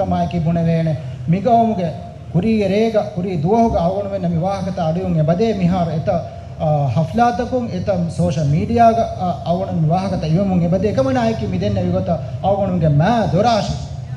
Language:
Divehi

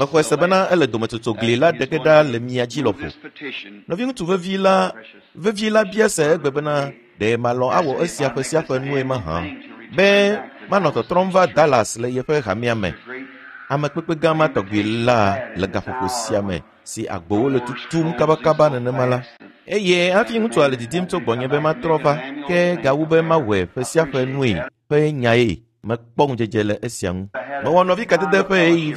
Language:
Ewe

